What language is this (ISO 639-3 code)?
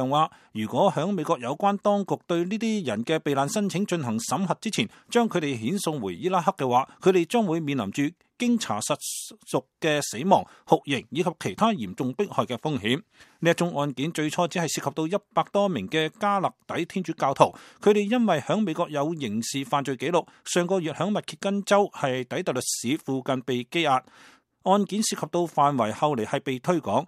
yue